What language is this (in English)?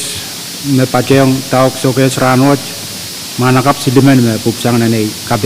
Pohnpeian